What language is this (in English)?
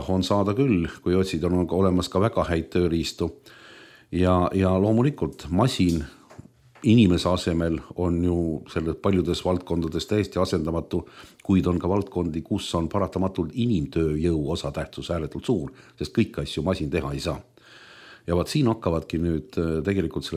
Estonian